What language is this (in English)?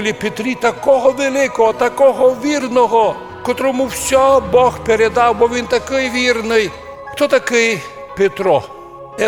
Ukrainian